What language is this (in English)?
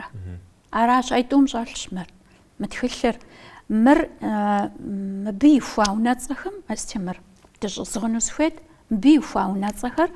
Kabardian